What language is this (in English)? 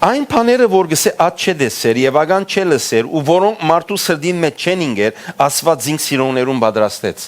Western Armenian